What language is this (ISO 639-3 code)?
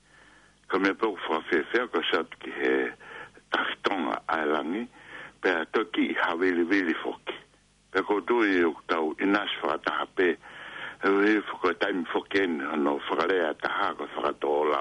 ton